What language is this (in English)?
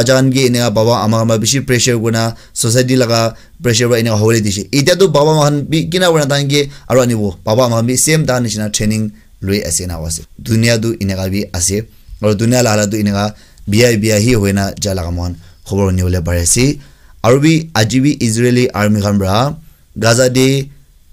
Naga Pidgin